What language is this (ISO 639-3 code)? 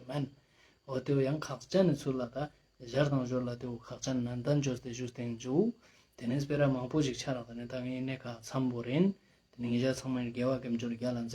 lbj